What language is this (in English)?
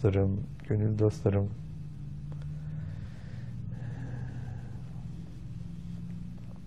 Turkish